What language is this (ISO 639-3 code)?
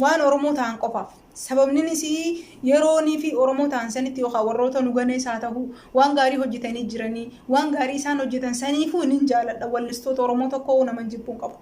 orm